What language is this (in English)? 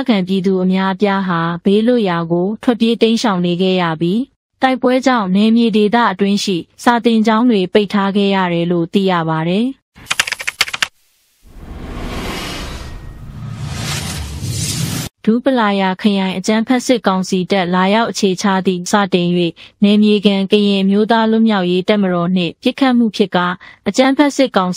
Burmese